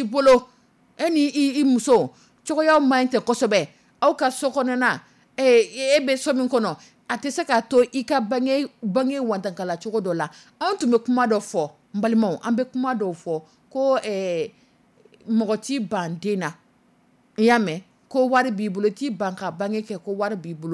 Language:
Dyula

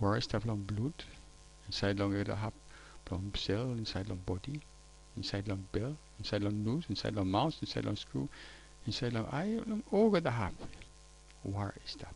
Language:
Tok Pisin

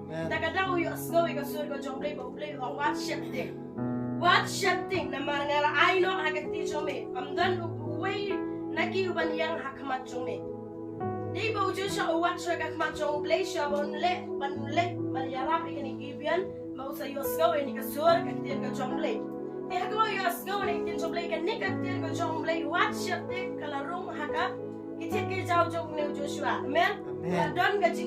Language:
Khasi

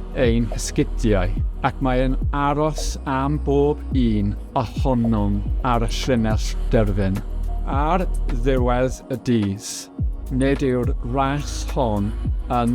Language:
Welsh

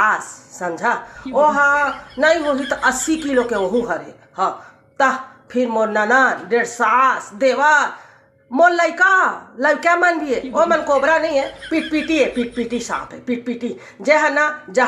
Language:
Chhattisgarhi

